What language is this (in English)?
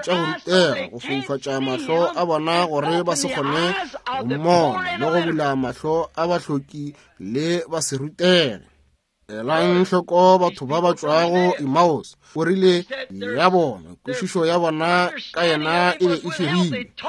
Northern Sotho